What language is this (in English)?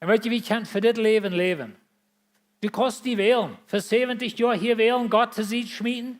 Plautdietsch